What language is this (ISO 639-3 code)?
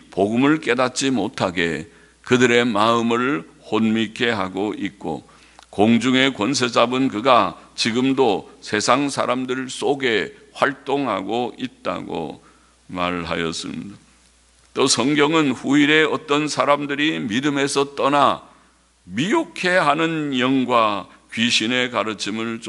kor